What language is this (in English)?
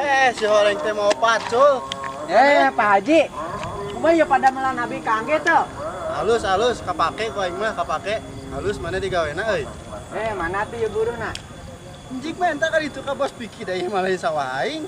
Sundanese